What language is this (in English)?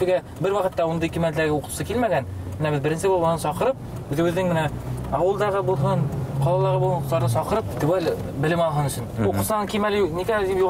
Bashkir